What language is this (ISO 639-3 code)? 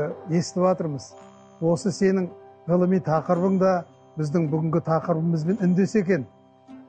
kaz